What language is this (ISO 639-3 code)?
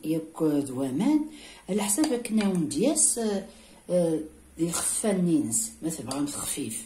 kab